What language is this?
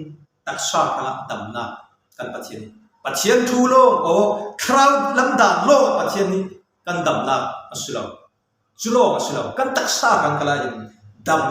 Falam Chin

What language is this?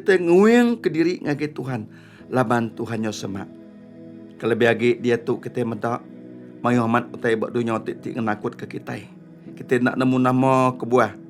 Iban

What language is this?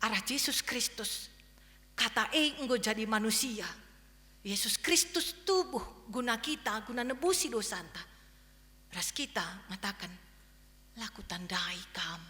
Batak Karo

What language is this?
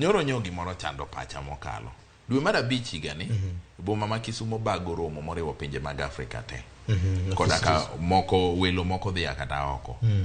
Luo (Kenya and Tanzania)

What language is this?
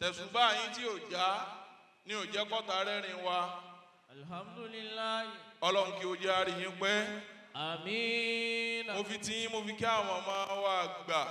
Yoruba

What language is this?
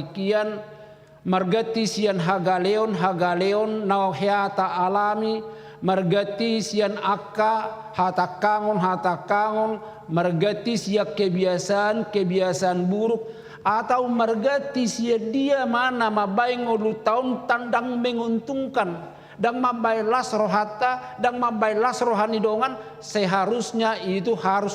Batak Toba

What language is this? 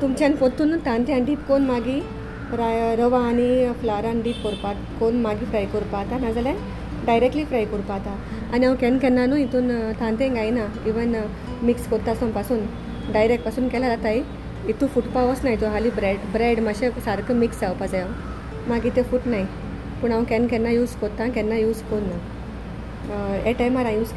Konkani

